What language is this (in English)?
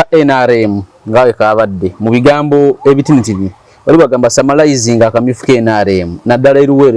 Ganda